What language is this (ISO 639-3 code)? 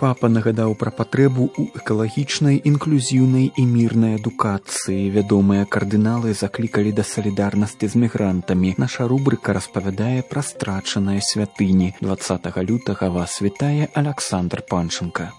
bel